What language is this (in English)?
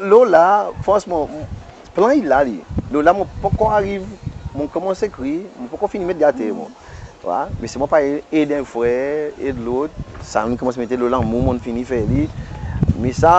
Seselwa Creole French